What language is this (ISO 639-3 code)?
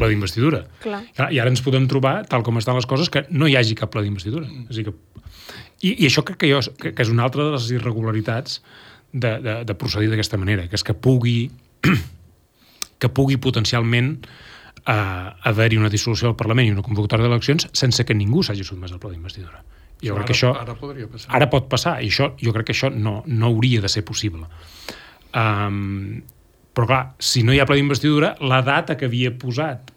cat